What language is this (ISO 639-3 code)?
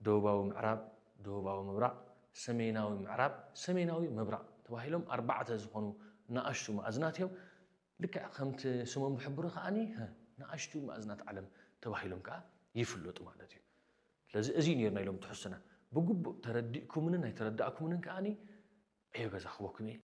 tir